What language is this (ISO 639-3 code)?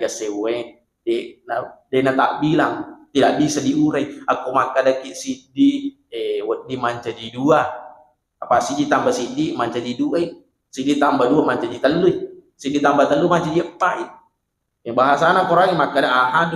bug